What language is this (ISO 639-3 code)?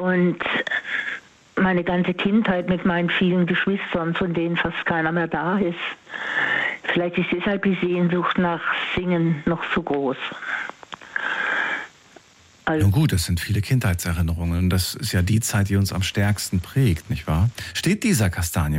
deu